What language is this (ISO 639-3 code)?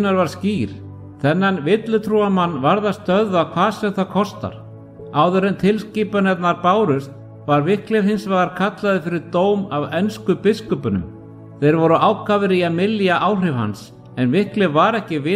isl